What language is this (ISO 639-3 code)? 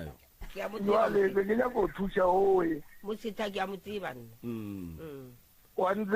nso